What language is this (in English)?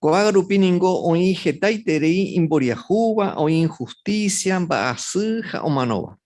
Guarani